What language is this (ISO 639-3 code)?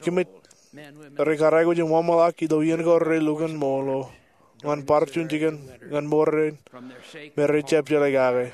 mah